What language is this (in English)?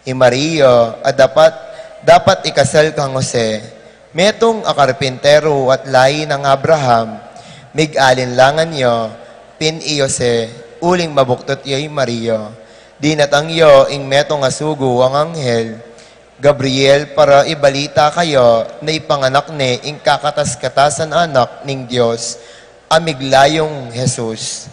Pampanga